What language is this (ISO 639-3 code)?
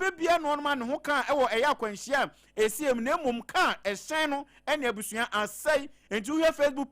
aka